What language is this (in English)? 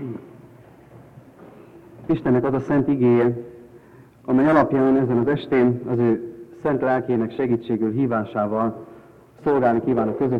Hungarian